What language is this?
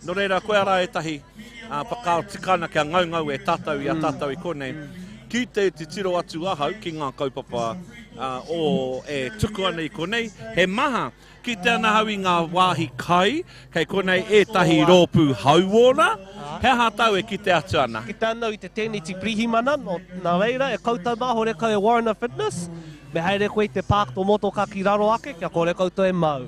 Māori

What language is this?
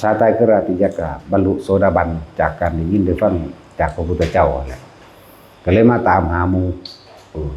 Northeastern Thai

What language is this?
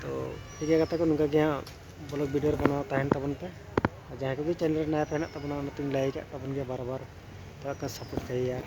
Santali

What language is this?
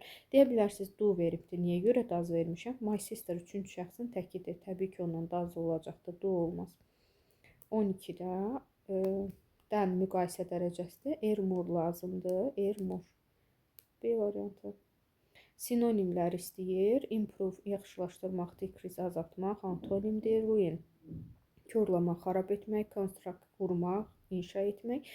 Azerbaijani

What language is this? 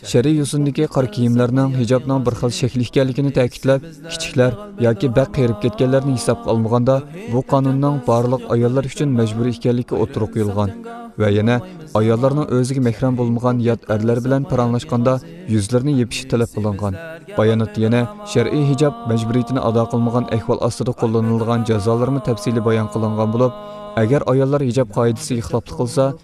Uyghur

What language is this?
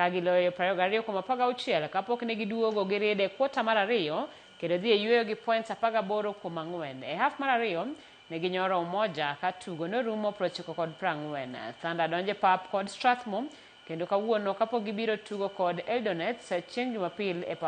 Luo (Kenya and Tanzania)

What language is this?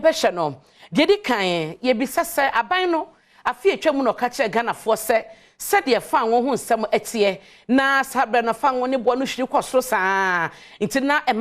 Akan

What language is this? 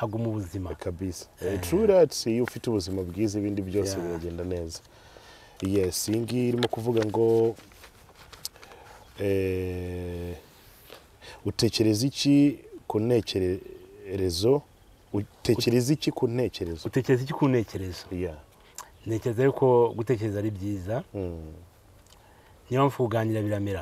Kinyarwanda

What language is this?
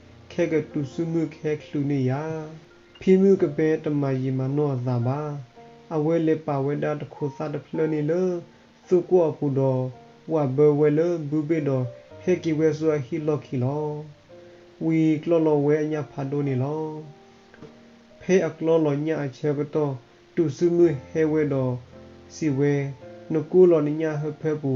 S'gaw Karen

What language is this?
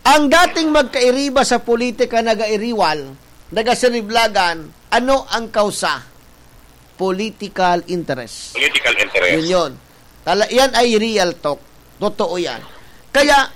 Bikol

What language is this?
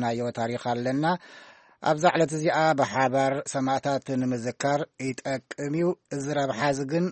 Tigrinya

